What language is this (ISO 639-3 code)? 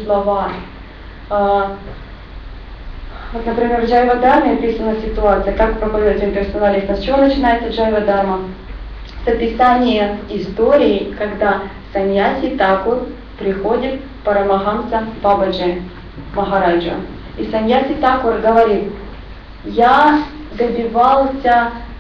rus